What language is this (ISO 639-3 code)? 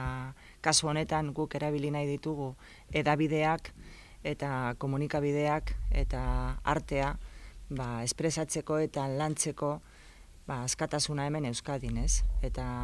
eus